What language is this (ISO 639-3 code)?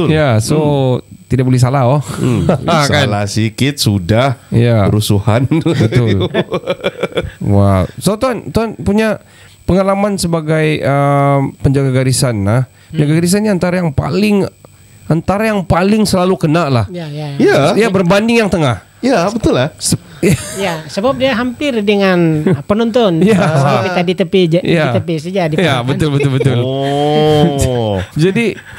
msa